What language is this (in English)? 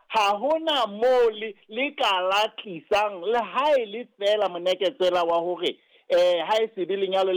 Southern Sotho